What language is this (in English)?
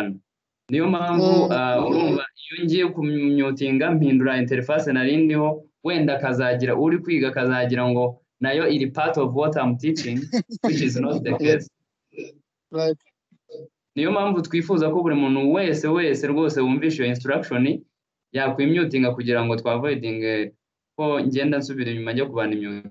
Kinyarwanda